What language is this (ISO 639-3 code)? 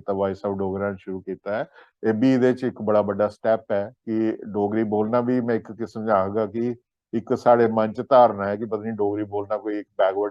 doi